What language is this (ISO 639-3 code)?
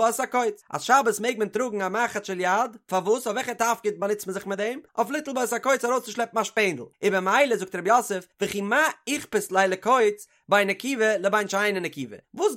yid